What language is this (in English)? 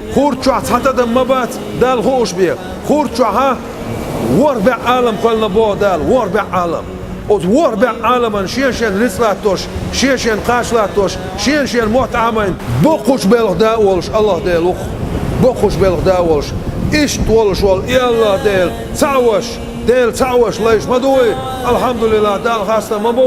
Chechen